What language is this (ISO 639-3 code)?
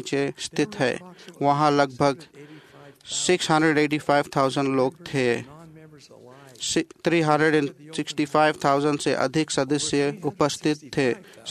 hin